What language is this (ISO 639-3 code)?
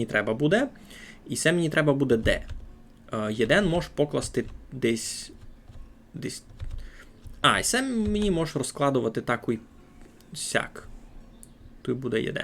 rue